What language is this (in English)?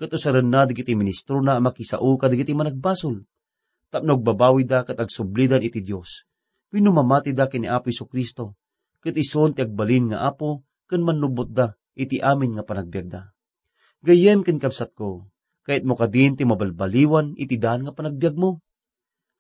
Iloko